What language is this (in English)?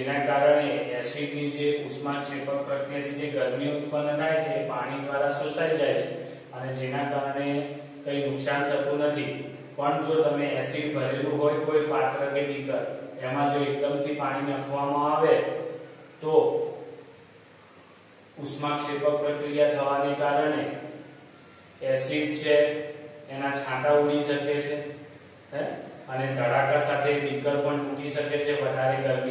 Gujarati